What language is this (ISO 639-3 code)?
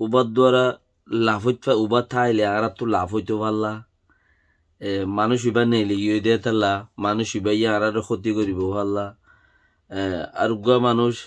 rhg